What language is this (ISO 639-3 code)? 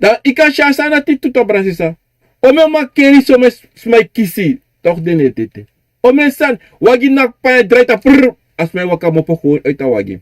srn